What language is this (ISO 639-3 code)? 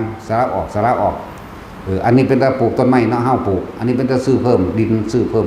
lao